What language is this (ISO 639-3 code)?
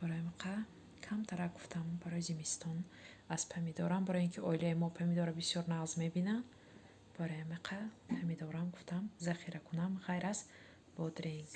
tgk